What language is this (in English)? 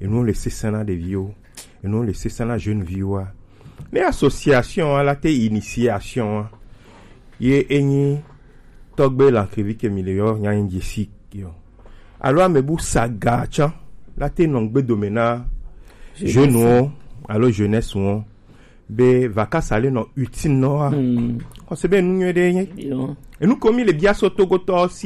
Gen